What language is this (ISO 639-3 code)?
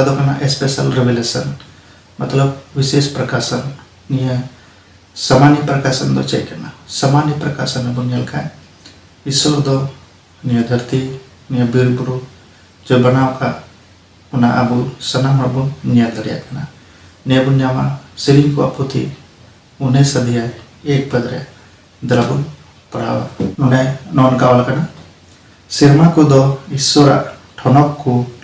sat